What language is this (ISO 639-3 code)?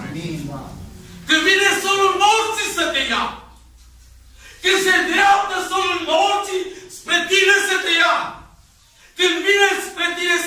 ron